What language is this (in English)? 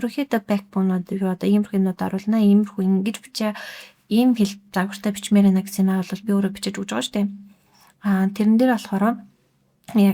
Mongolian